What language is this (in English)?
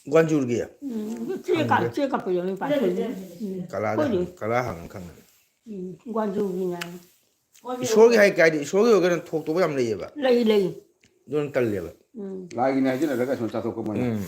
Manipuri